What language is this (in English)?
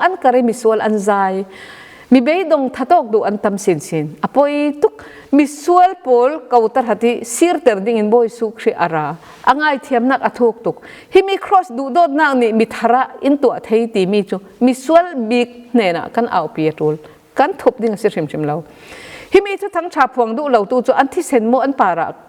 Falam Chin